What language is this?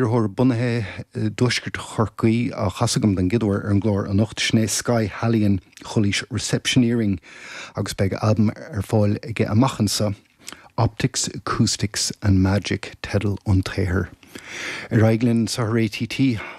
Irish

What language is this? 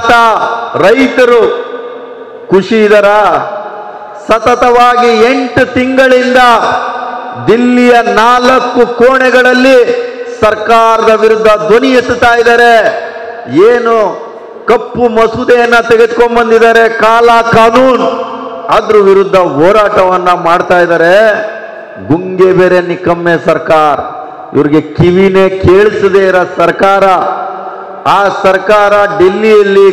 Kannada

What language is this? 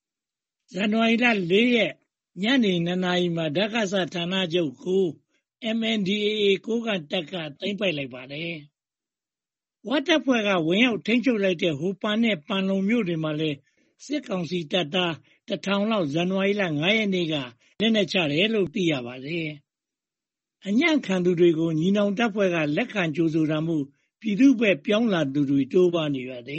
Burmese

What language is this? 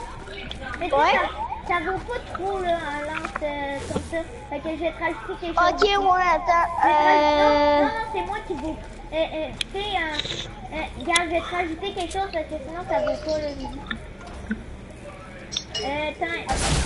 French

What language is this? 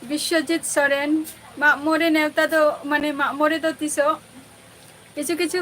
Santali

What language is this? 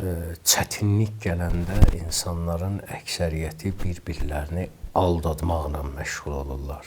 Azerbaijani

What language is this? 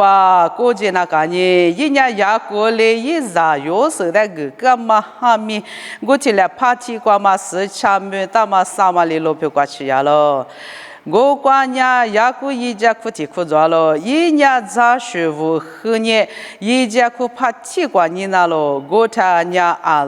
Lisu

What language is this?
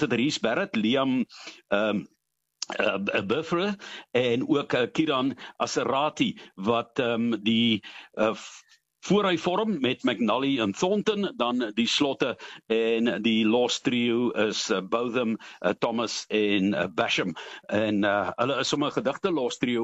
Afrikaans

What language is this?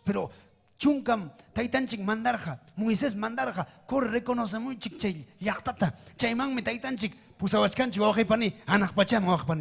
Ayacucho Quechua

